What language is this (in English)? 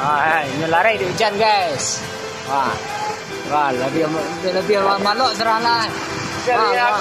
Minangkabau